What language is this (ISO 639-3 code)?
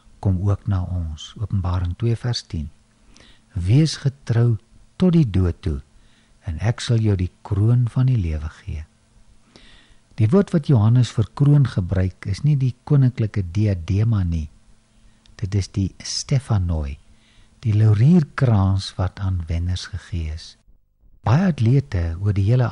afr